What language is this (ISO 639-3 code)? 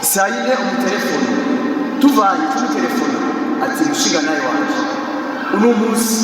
run